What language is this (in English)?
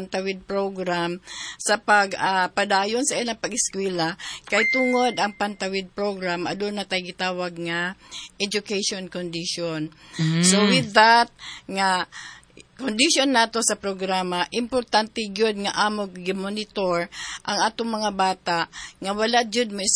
Cebuano